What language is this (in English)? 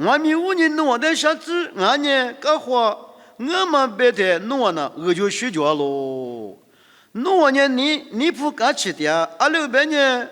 Lisu